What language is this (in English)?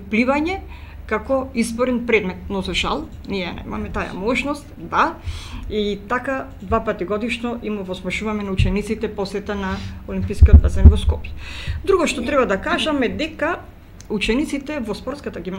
Macedonian